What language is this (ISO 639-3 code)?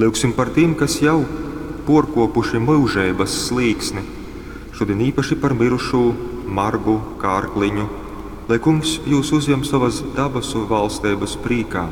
ltg